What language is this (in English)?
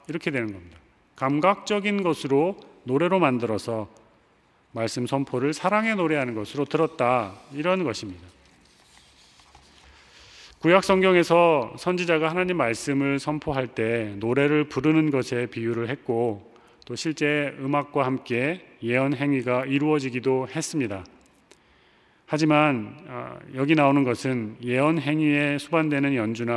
Korean